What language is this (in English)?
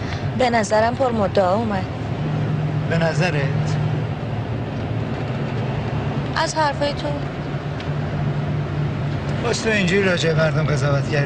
Persian